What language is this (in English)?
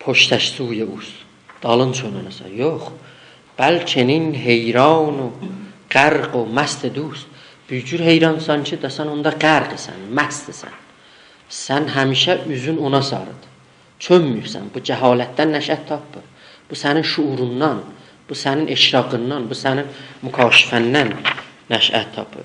South Azerbaijani